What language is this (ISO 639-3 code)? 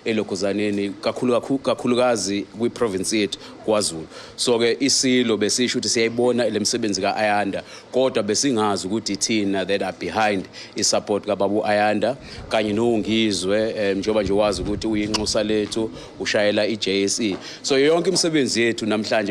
zul